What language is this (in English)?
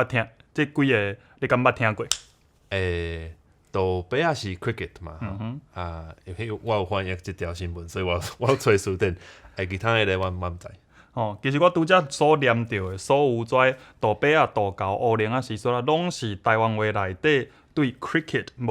Min Nan Chinese